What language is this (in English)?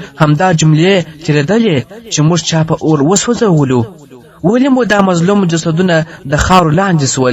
Pashto